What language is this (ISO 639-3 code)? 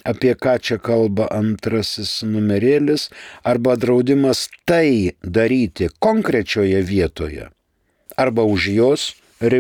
lit